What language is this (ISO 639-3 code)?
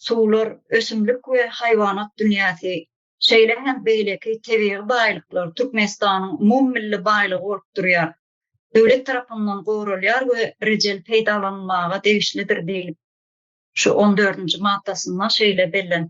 tuk